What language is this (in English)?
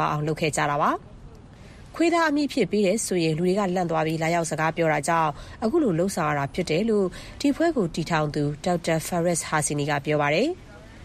Burmese